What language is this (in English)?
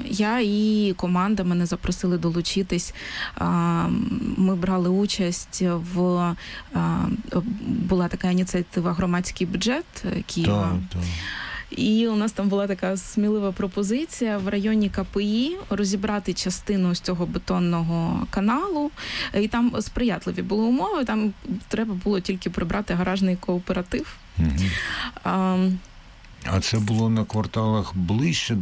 Ukrainian